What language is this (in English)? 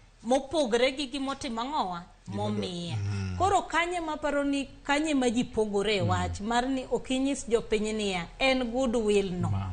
Luo (Kenya and Tanzania)